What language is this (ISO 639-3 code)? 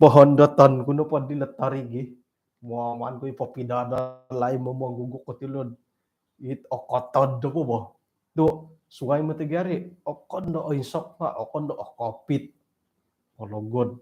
dtp